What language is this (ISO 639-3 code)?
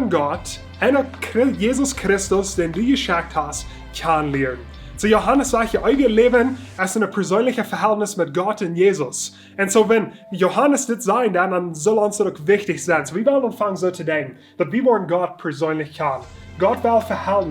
pdt